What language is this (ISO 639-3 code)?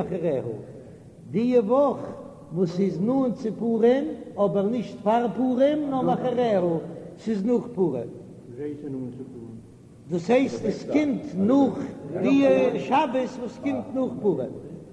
yid